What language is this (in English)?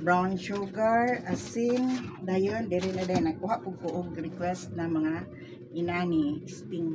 Cebuano